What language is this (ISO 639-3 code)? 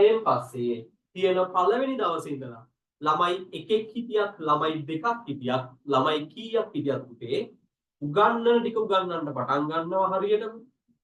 sin